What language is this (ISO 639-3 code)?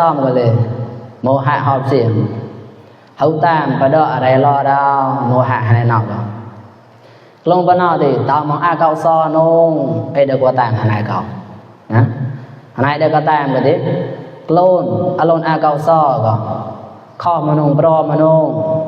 mnw